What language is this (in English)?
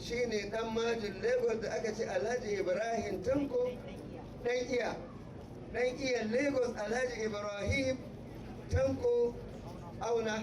Hausa